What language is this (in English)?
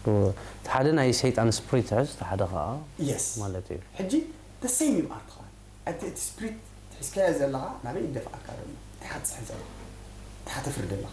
Tigrinya